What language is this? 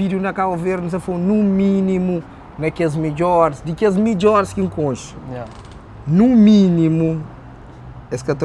Kabuverdianu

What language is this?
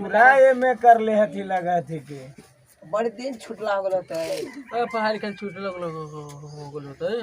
Magahi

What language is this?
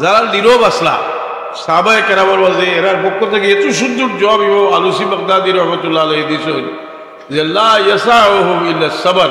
Sylheti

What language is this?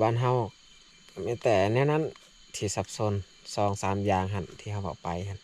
Lao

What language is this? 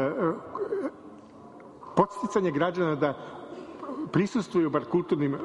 Serbian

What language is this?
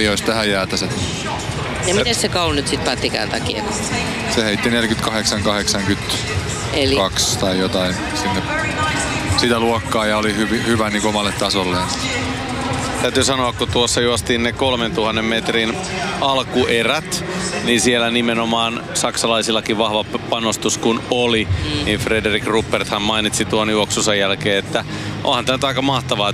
Finnish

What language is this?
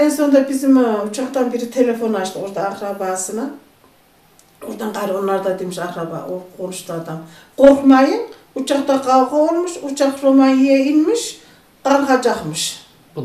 Turkish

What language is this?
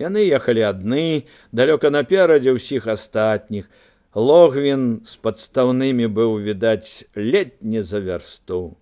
Belarusian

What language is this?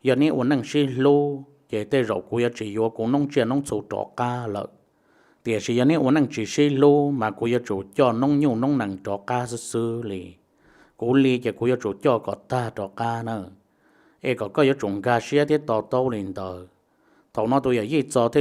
Hmong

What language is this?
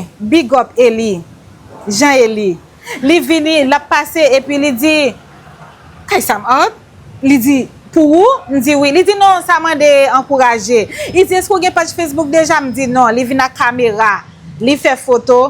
Haitian Creole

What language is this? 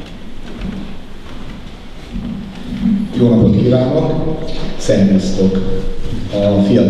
Hungarian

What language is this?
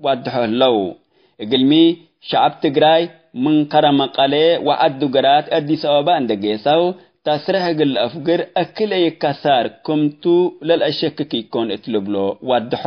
Tigre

